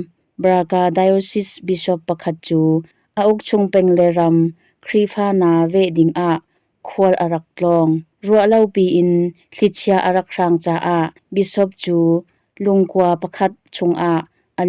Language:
Hakha Chin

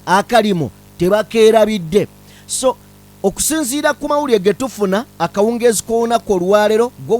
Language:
Ganda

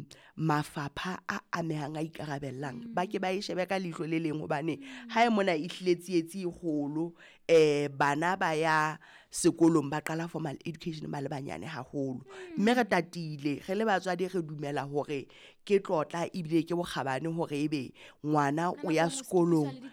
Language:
Southern Sotho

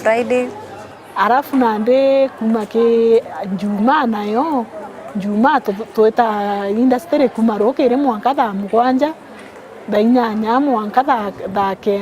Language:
Meru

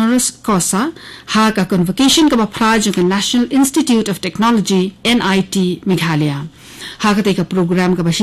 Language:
Khasi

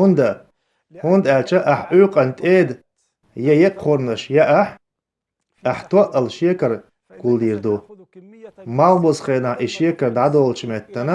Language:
Chechen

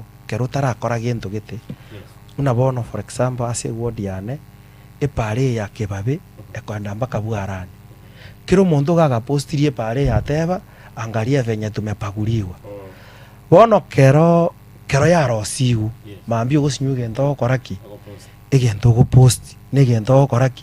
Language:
Gusii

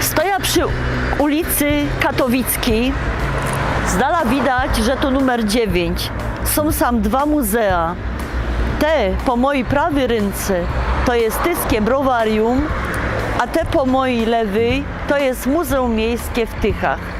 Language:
Silesian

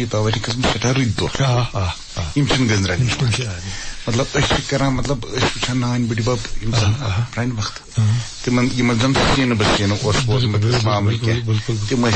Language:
Kashmiri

